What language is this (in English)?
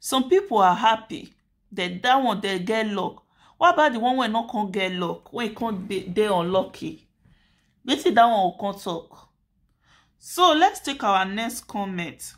Nigerian Pidgin